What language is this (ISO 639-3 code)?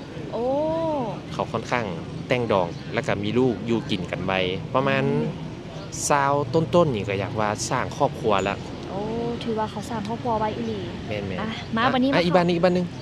lao